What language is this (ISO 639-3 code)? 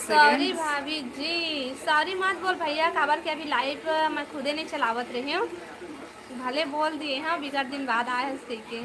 hne